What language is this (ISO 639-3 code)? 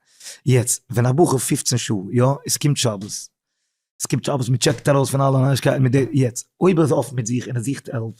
yid